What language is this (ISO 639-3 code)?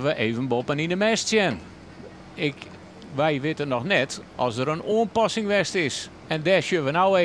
fry